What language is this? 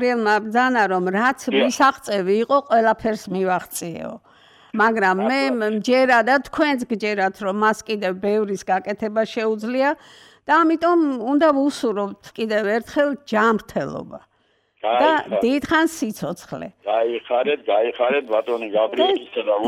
Georgian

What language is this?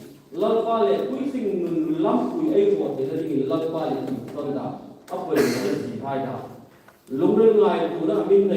Hmar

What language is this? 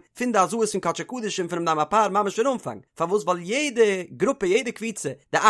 Yiddish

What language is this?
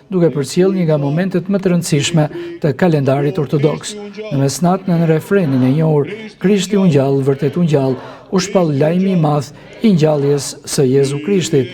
Albanian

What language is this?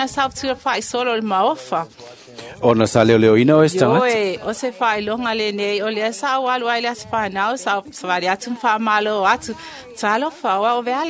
Samoan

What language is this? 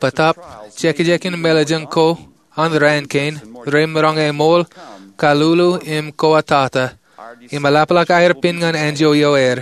Marshallese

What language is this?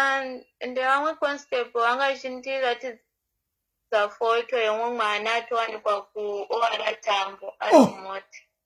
Shona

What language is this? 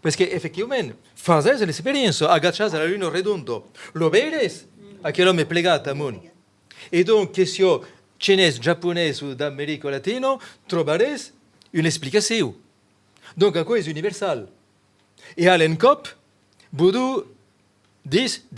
Occitan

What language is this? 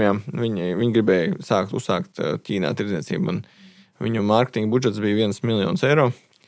Latvian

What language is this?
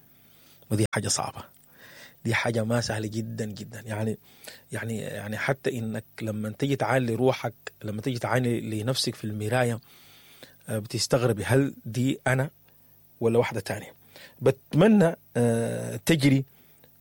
Sudanese Arabic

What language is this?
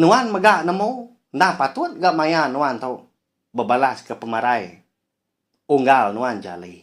Iban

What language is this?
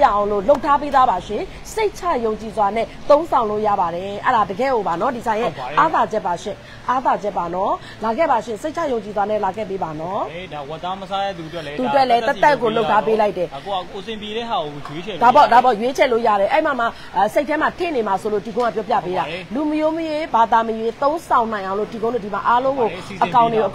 Burmese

